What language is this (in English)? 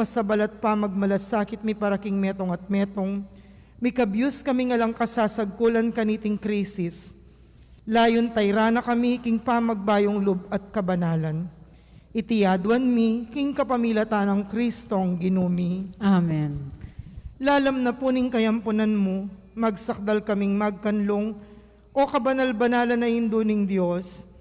Pampanga